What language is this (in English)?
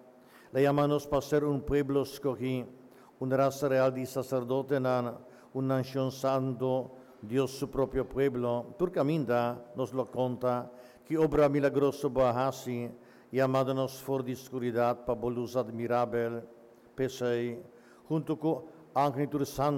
Papiamento